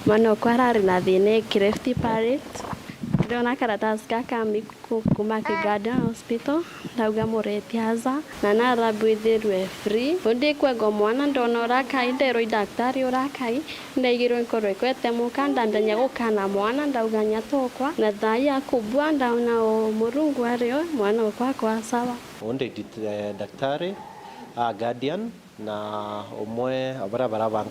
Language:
Meru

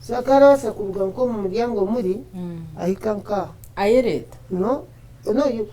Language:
Nyankole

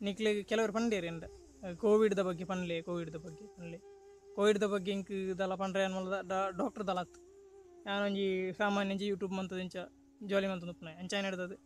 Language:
Tulu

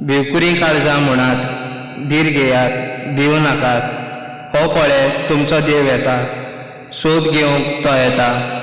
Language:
Konkani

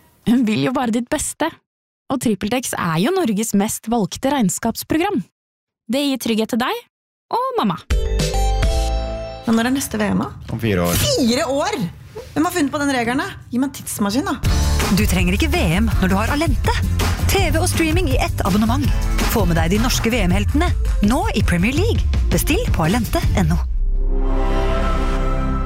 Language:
Norwegian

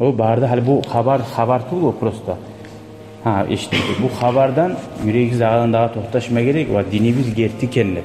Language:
Kumyk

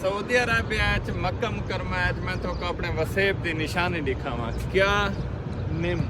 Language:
Saraiki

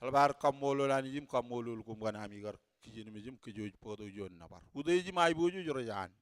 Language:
Marshallese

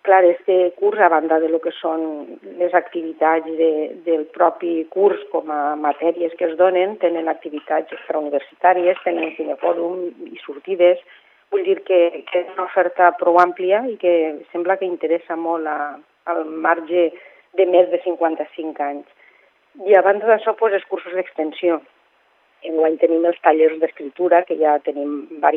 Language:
Catalan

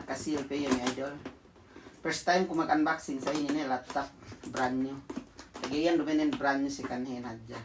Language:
Yakan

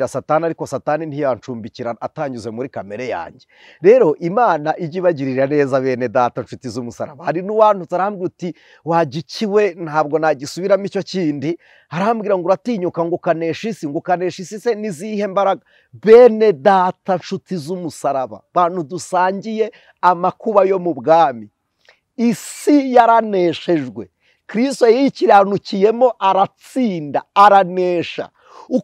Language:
Kinyarwanda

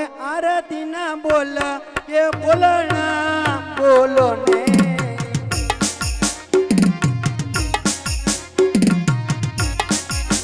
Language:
Gujarati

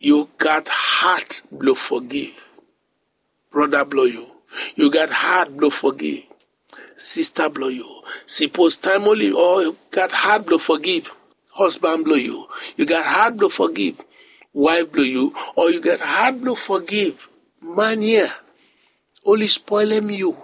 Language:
Bislama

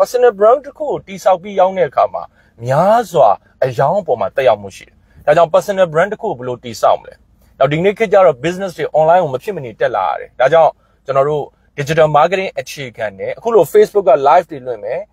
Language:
Burmese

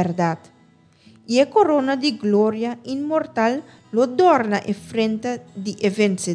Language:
Papiamento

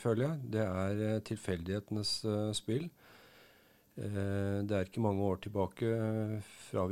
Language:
Norwegian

